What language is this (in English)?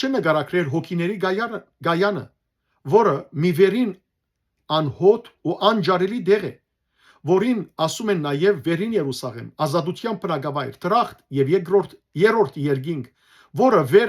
Western Armenian